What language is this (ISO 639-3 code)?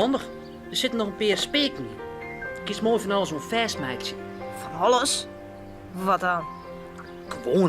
fry